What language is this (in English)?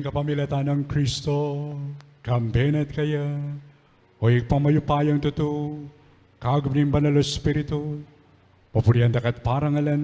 Pampanga